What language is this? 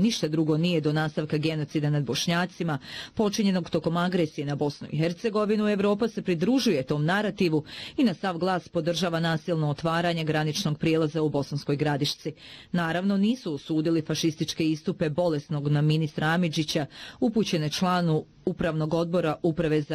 Bosnian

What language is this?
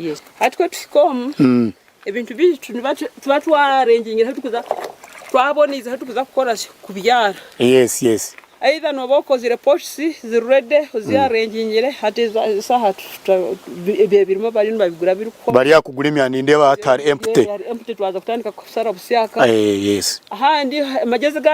Nyankole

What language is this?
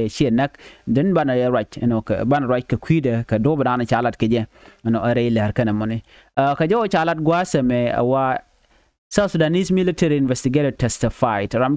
Nuer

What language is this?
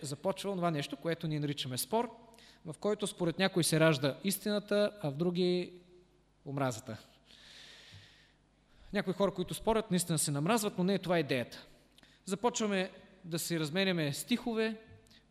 Bulgarian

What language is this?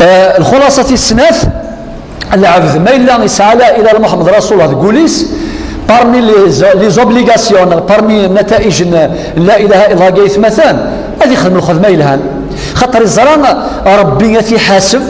Kabyle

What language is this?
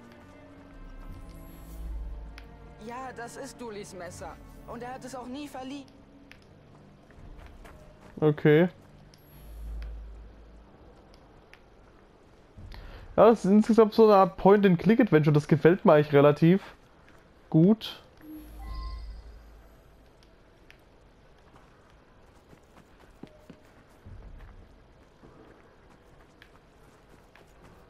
German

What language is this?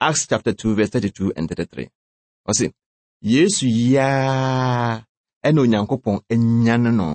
Akan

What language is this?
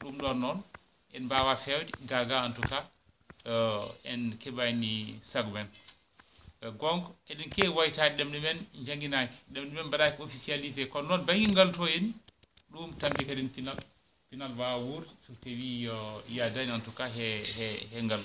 Fula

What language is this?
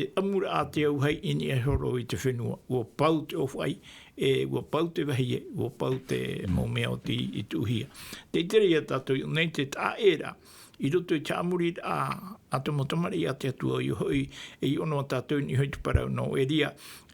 Tahitian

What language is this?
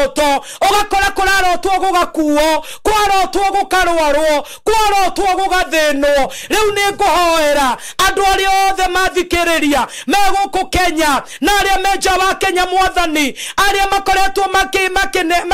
Kikuyu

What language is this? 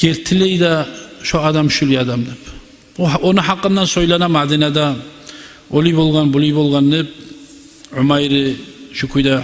Kumyk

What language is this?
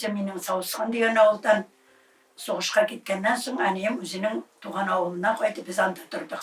Tatar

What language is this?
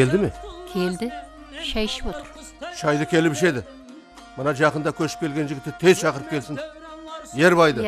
Kara-Kalpak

